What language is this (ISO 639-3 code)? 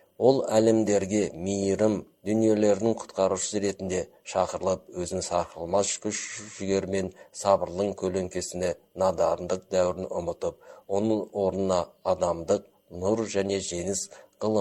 kaz